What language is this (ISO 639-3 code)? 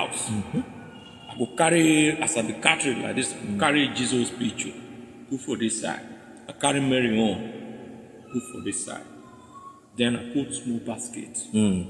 pcm